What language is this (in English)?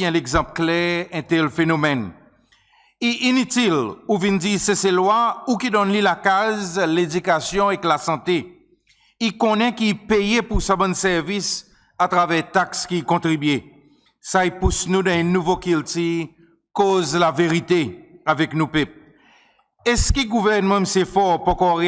Seselwa Creole French